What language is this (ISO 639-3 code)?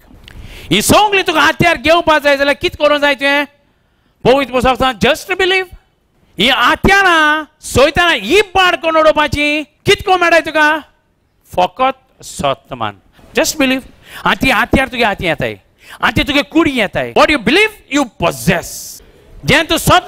kok